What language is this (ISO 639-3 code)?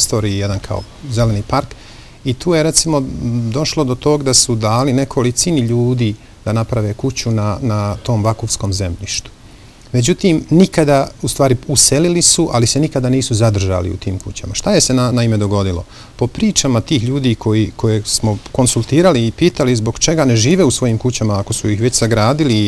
bos